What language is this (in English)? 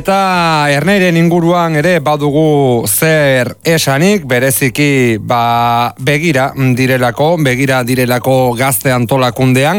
Basque